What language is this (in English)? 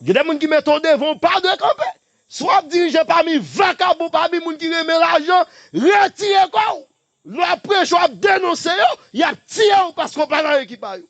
Haitian Creole